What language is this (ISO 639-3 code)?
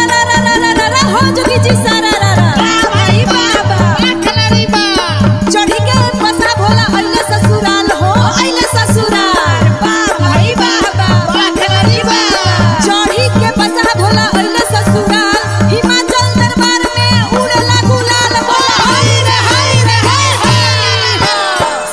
bho